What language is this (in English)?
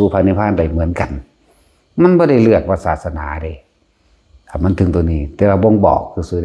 Lao